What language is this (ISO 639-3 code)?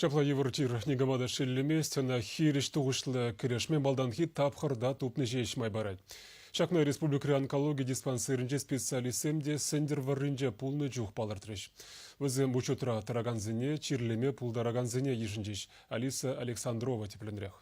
chv